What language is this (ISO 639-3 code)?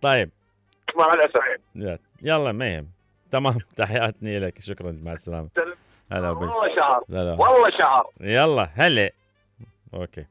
acm